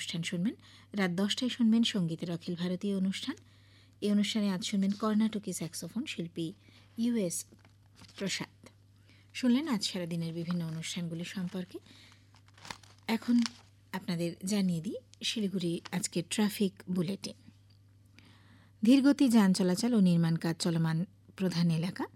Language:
Bangla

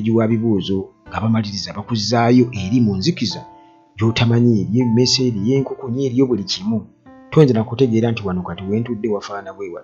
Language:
Ganda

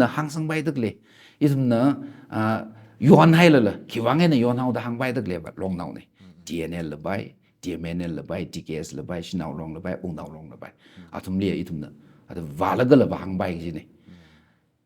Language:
Tangkhul Naga (India)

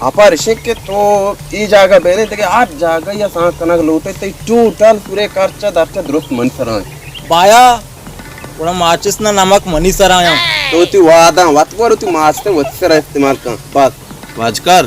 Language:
Baluchi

